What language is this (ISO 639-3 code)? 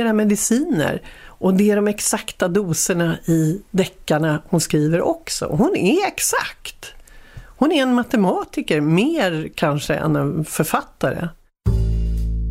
swe